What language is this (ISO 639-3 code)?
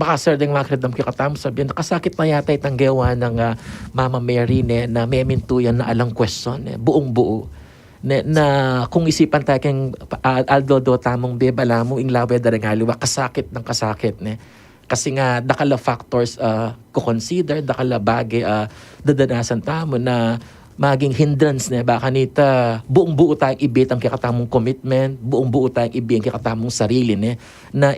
pam